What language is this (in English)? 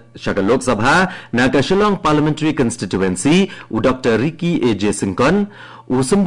Khasi